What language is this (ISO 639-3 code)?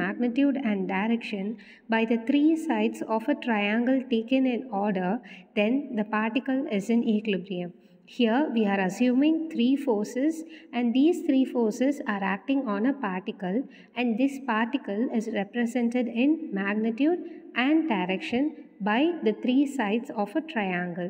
eng